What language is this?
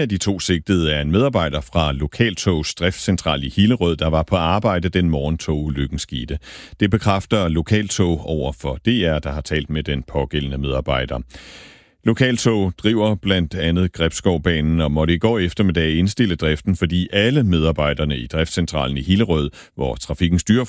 Danish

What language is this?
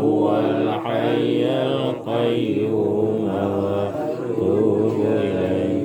Achinese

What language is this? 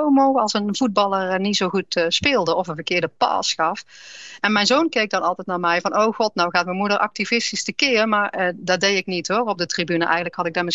Dutch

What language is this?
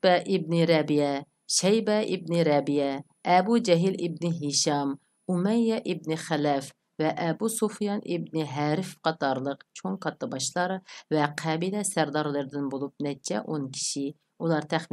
Uyghur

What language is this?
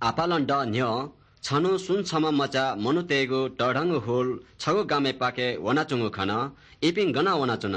Newari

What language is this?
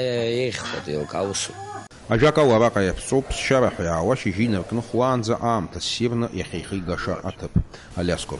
Abkhazian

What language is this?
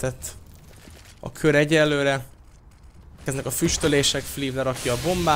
Hungarian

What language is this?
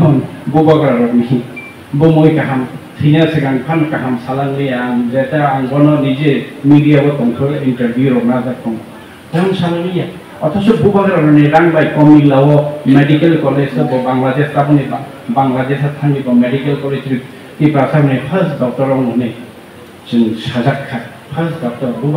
Kok Borok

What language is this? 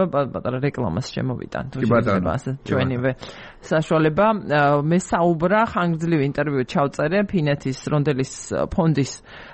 Georgian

